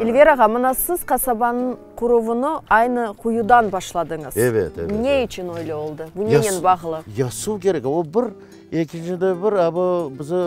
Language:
Crimean Tatar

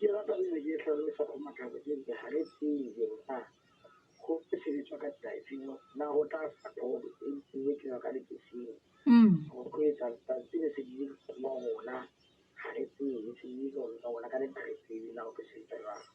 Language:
Southern Sotho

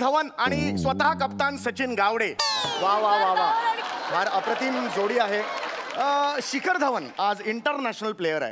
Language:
Marathi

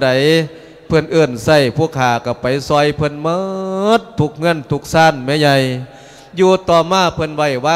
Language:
Lao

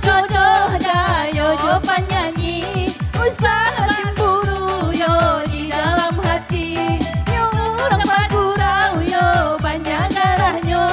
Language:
Minangkabau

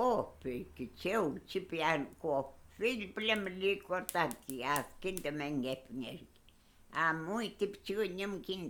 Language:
Mapuche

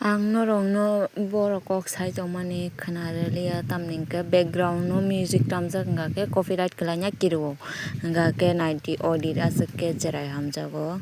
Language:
Kok Borok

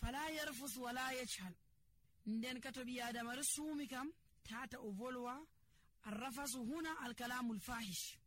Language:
Nigerian Fulfulde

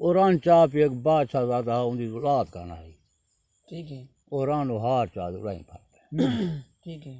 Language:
Saraiki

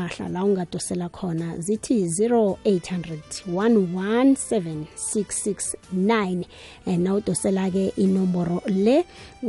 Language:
South Ndebele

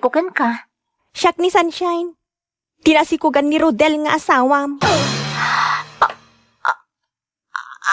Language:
Iloko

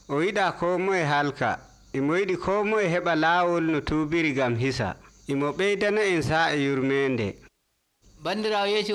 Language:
Nigerian Fulfulde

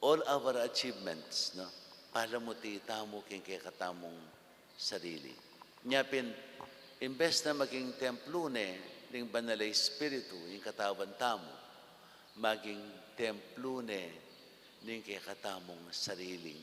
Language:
Pampanga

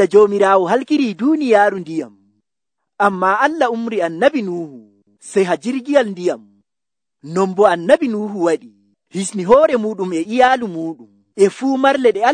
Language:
Nigerian Fulfulde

